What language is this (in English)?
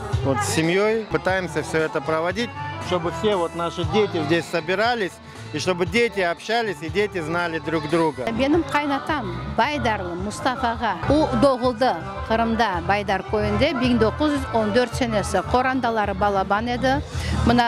Crimean Tatar